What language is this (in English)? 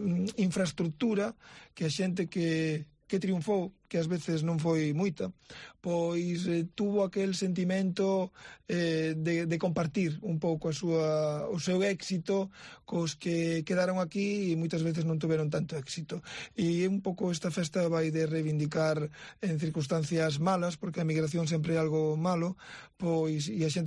Galician